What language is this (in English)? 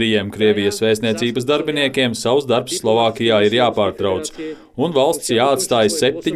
Latvian